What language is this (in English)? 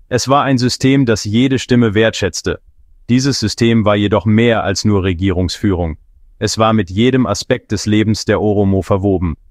German